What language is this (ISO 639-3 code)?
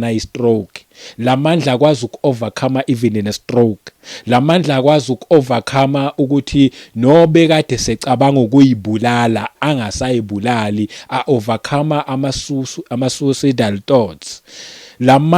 zul